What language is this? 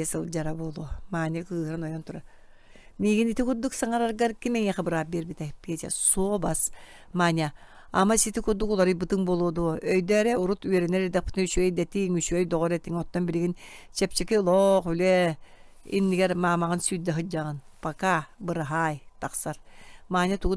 Yakut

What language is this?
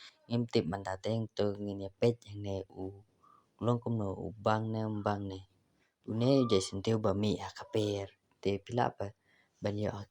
Khasi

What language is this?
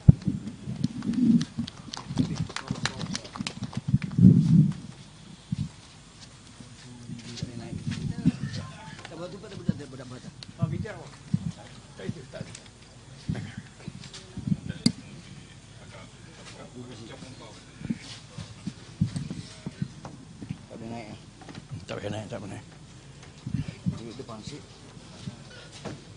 Malay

